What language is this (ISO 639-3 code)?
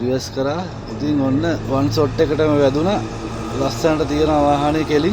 sin